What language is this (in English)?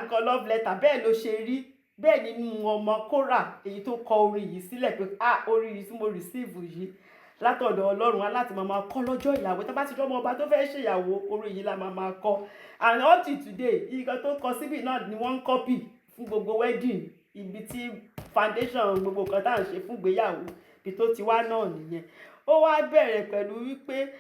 Yoruba